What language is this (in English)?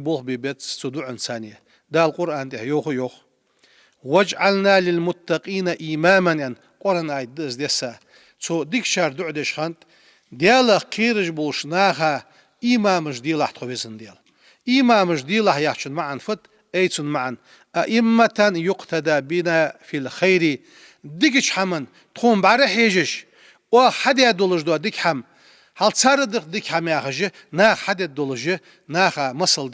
Ingush